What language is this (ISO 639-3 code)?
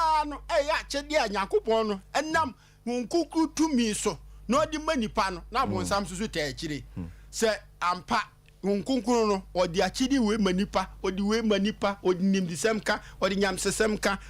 aka